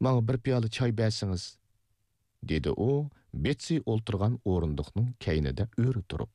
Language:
Uyghur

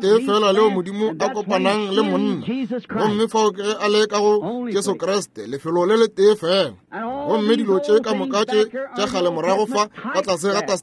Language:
Northern Sotho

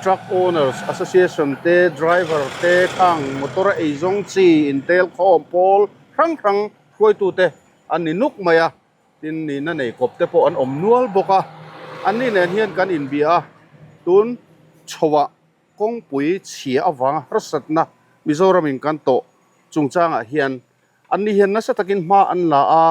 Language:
Mizo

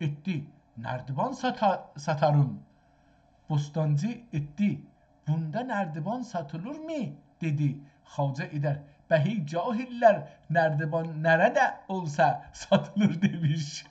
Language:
South Azerbaijani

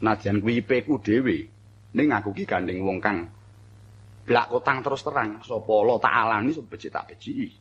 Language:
Javanese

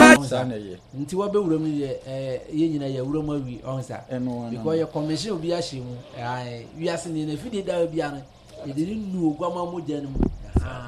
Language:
Akan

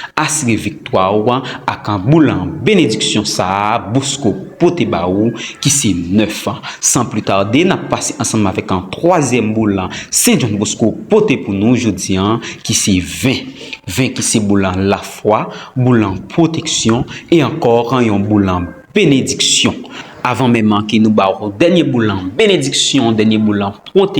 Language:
Haitian Creole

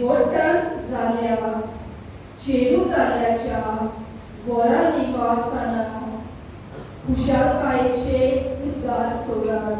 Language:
Konkani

